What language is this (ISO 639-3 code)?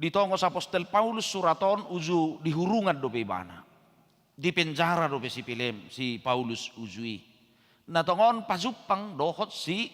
bbc